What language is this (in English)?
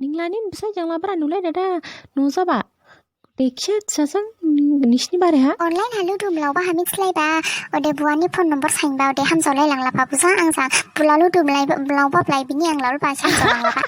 Dimasa